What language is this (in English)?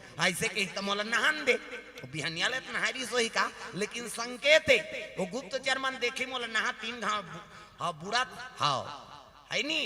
Chhattisgarhi